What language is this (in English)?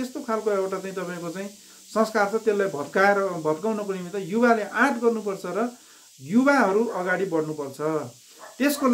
Nepali